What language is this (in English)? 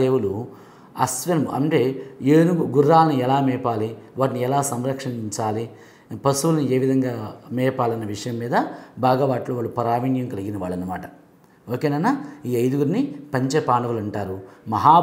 Telugu